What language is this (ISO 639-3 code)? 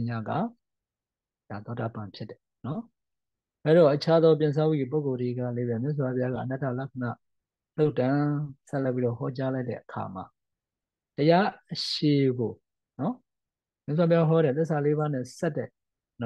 mya